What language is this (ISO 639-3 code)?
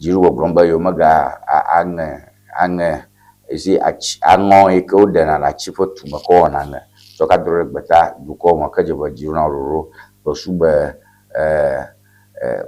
ewe